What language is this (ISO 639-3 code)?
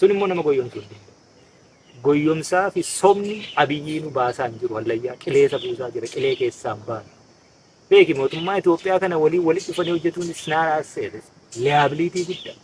orm